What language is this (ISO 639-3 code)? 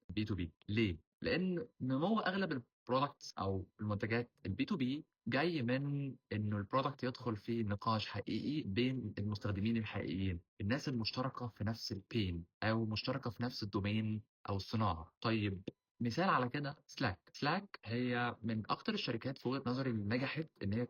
arz